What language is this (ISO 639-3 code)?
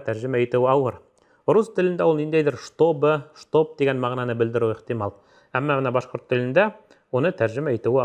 bak